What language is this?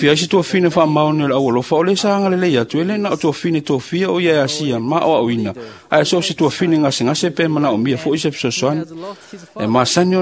Samoan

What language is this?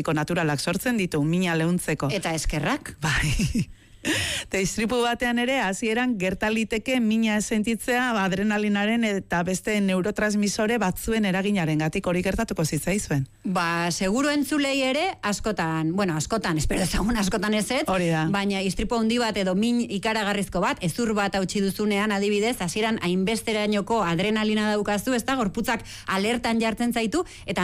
Basque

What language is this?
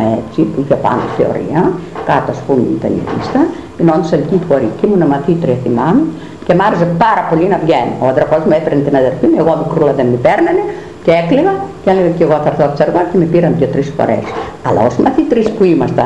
Greek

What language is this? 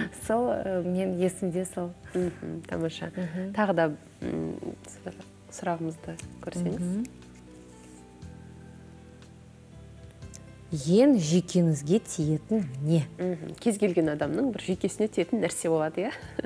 Kazakh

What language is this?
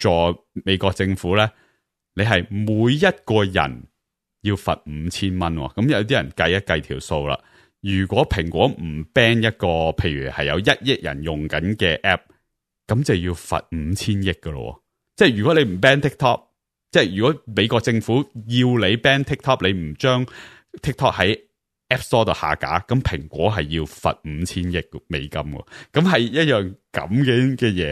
Cantonese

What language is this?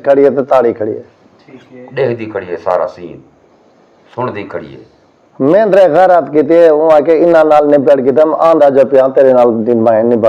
Saraiki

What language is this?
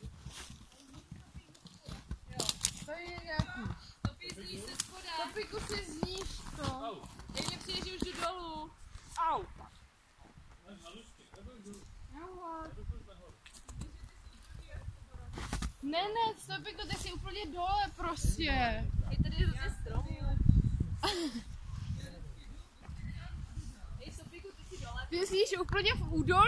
Czech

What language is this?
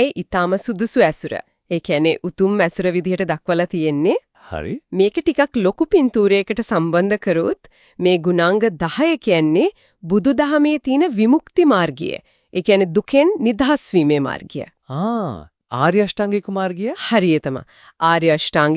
Sinhala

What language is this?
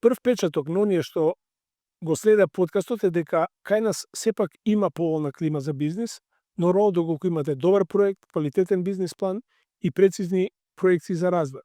Macedonian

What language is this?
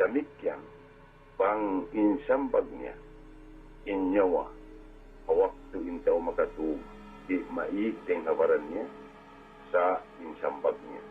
Tausug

